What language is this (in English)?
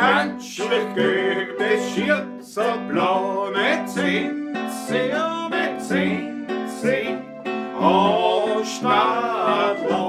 Bavarian